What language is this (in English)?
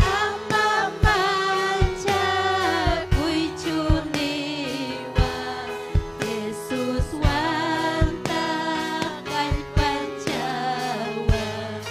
Ayacucho Quechua